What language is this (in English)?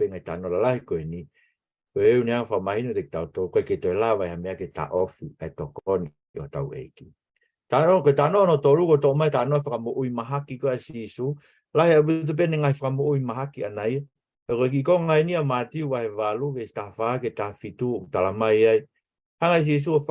Tongan